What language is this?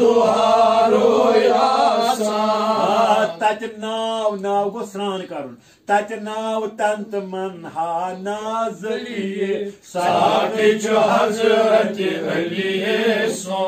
Kashmiri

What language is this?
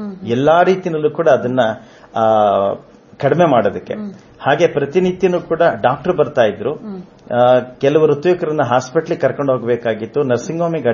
Kannada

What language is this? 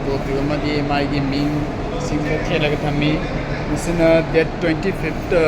Manipuri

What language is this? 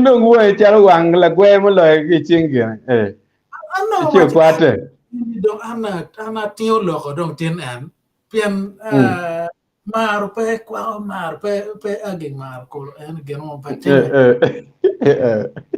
Acoli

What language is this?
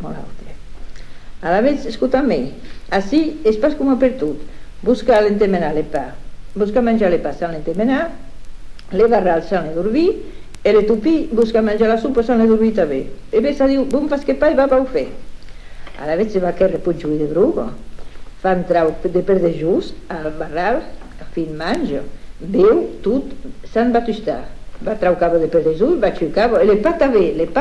Occitan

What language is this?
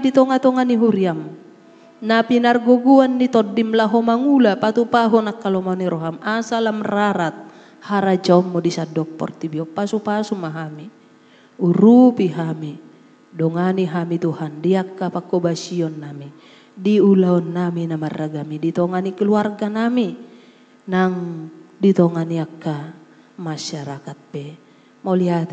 Batak Toba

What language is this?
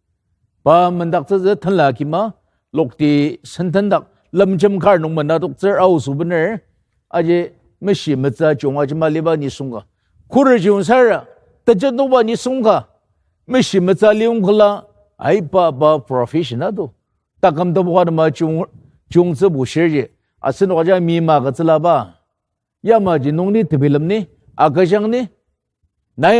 Ao Naga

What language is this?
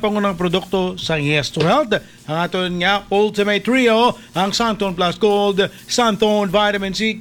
Hiligaynon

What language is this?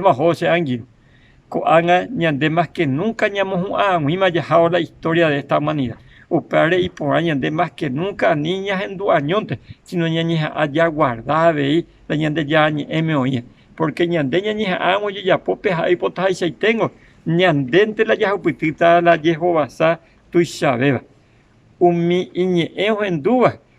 Guarani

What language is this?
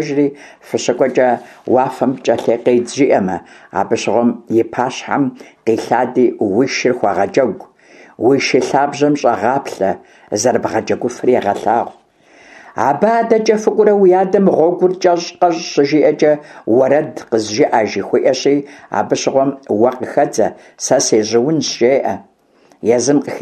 Kabardian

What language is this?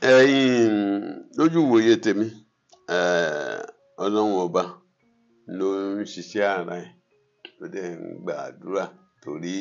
Yoruba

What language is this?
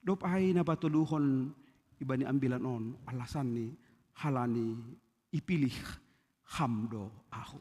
Batak Simalungun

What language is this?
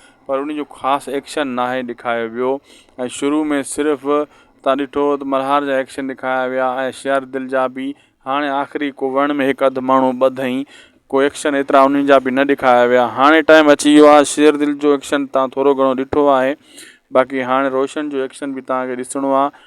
Sindhi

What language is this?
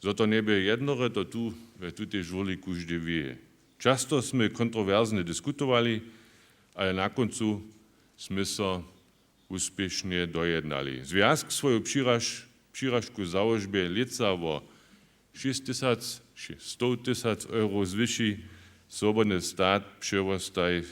Upper Sorbian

